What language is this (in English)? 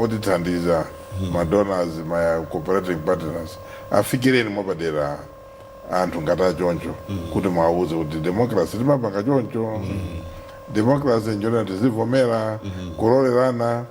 Nyanja